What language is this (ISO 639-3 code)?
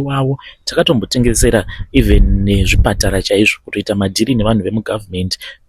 sna